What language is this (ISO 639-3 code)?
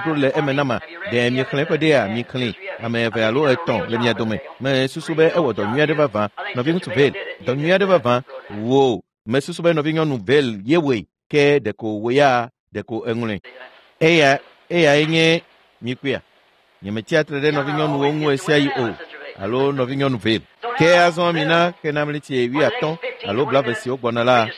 ewe